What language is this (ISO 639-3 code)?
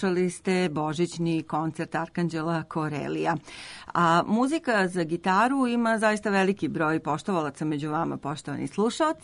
srp